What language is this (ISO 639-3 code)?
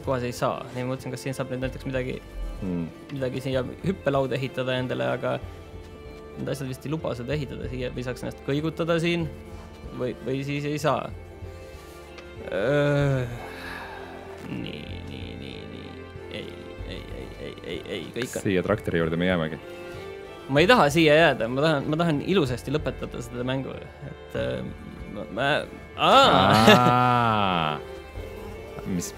est